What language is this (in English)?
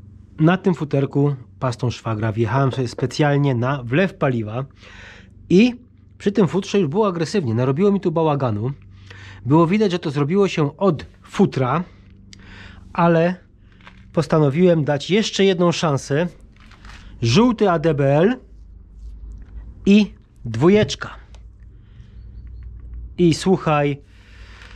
Polish